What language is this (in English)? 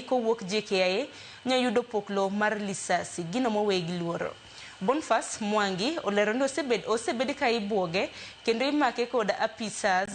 Luo (Kenya and Tanzania)